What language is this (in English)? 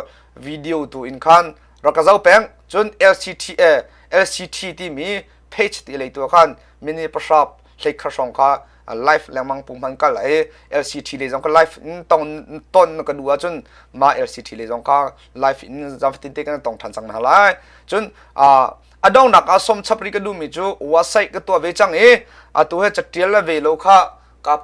Hakha Chin